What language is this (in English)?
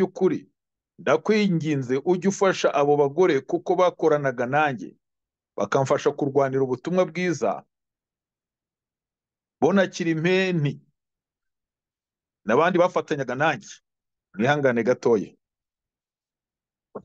Kinyarwanda